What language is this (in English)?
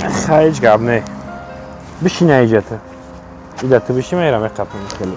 Tajik